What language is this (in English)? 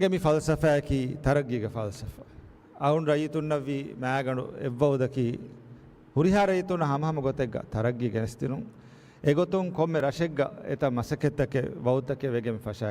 Divehi